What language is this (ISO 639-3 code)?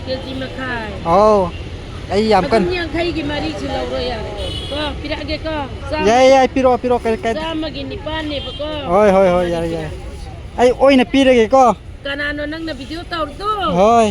mni